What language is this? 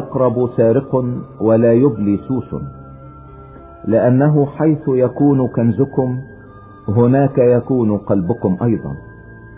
Egyptian Arabic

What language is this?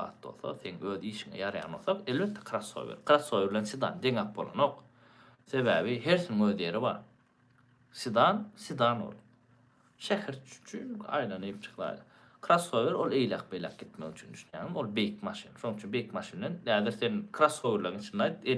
Turkmen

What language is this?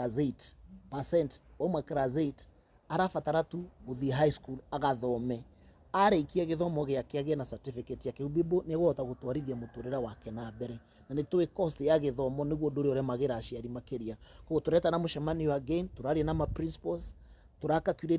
Kikuyu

